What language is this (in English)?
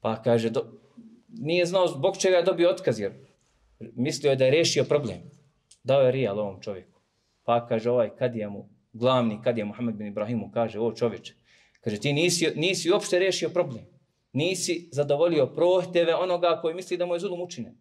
Bosnian